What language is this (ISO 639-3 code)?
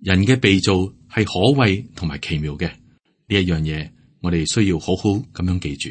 yue